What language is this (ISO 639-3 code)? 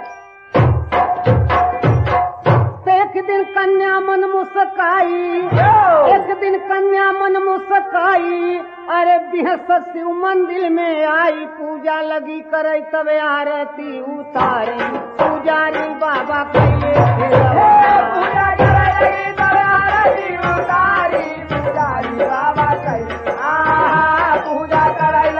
bho